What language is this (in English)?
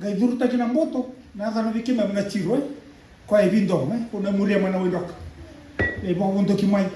Fijian